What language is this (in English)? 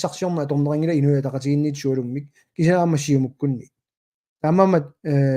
Kalaallisut